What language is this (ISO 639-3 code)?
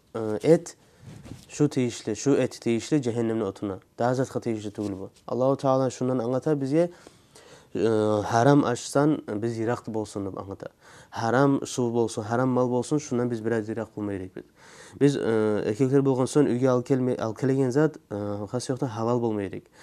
kum